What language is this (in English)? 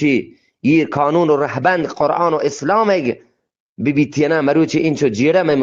Eastern Balochi